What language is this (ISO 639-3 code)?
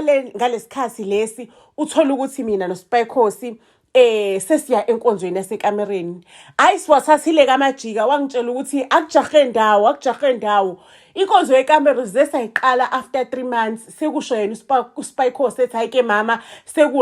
zul